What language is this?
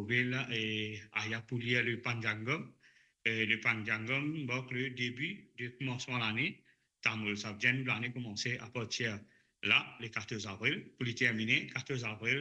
Morisyen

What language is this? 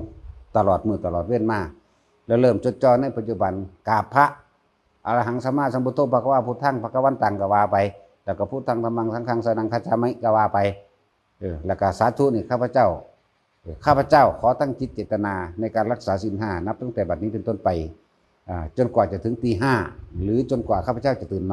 Northeastern Thai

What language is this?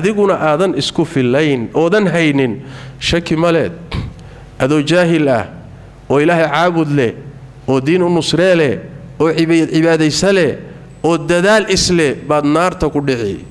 Somali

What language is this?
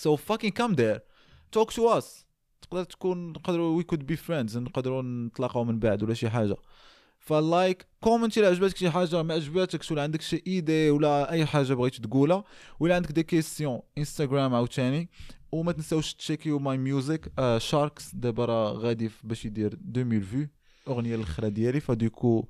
Moroccan Arabic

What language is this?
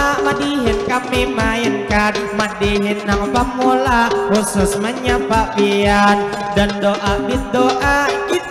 Banjar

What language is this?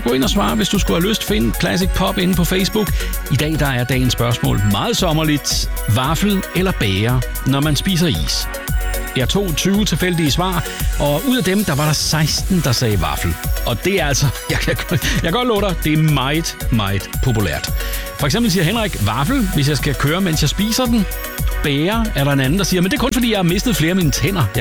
Danish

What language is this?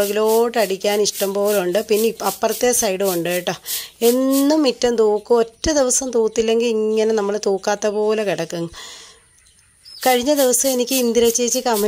Malayalam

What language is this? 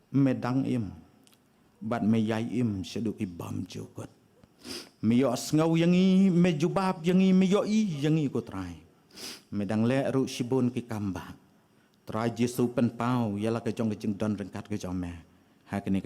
Khasi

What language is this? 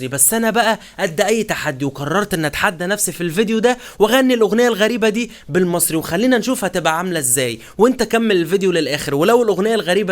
Egyptian Arabic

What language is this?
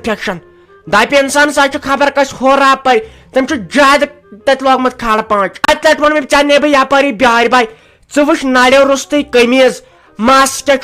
Kashmiri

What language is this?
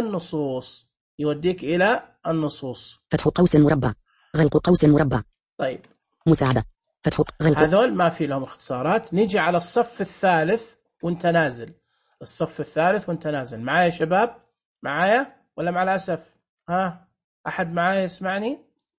Najdi Arabic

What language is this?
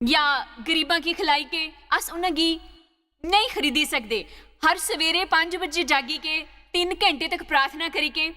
Dogri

